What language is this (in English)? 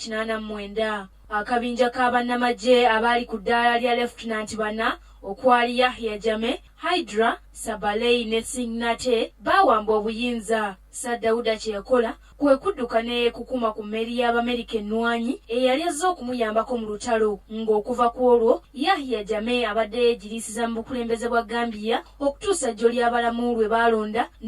Ganda